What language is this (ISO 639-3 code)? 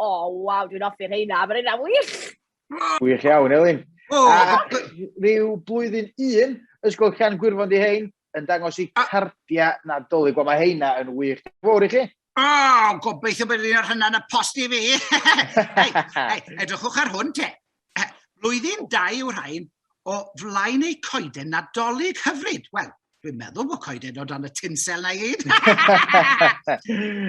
cym